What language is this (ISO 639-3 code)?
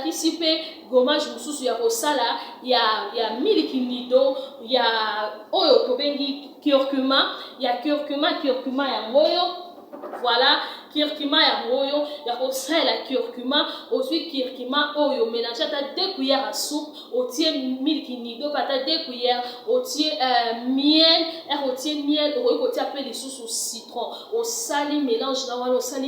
lin